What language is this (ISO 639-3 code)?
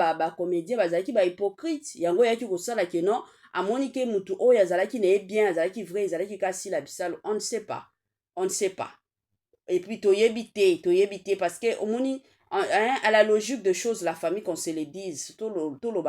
lin